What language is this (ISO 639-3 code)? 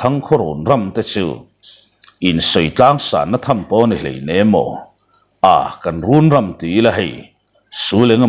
lus